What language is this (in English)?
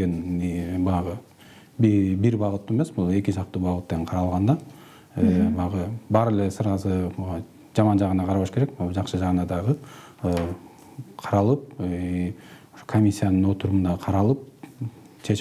Kyrgyz